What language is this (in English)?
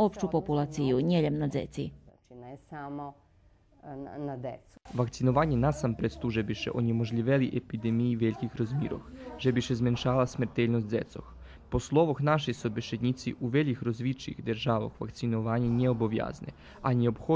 Rusyn